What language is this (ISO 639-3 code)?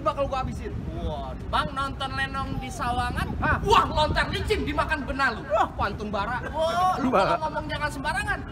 bew